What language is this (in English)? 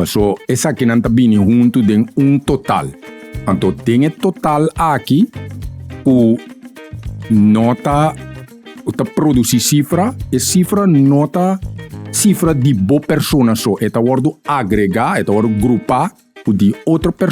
Papiamento